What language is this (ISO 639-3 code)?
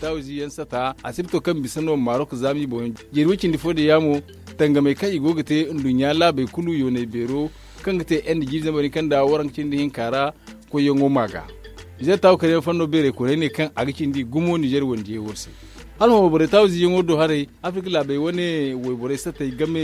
dje